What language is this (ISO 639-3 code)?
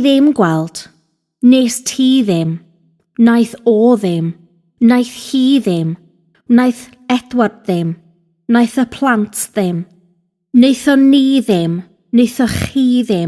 cym